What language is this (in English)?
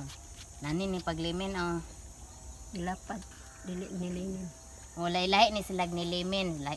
Cebuano